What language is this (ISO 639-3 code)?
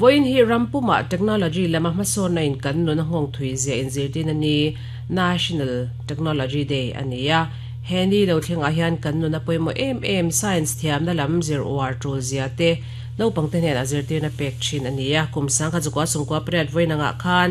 lus